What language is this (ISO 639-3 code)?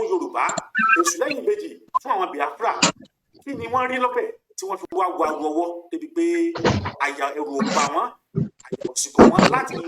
yor